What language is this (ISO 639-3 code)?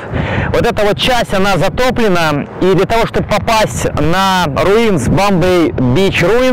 rus